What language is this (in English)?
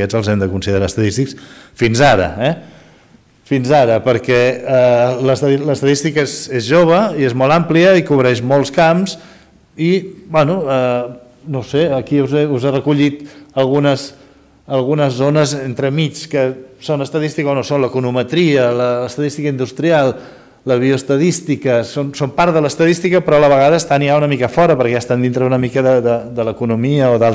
Catalan